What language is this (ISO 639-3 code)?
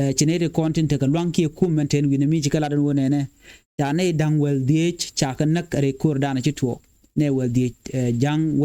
nus